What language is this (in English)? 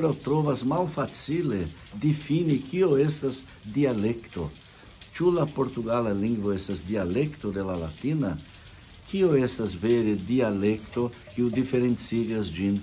Esperanto